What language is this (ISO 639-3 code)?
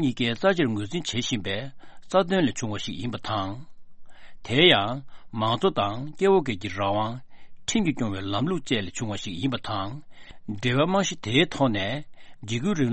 bod